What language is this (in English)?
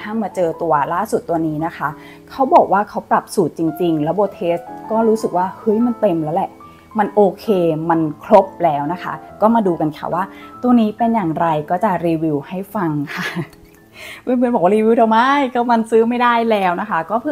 Thai